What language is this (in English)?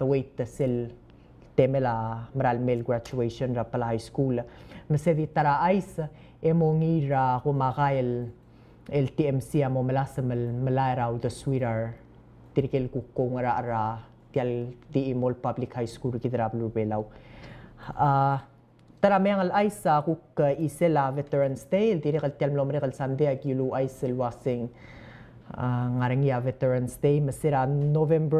Palauan